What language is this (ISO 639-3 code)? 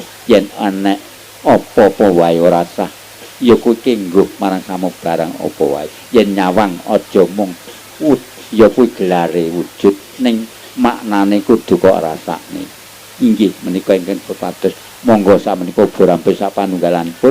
jav